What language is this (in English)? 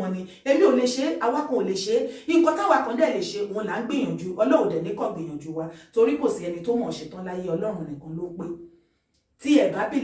Yoruba